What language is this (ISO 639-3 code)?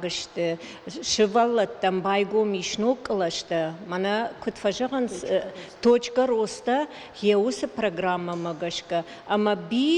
oss